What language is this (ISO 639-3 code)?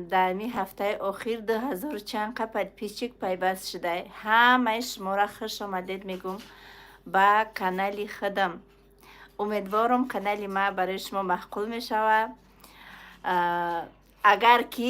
tgk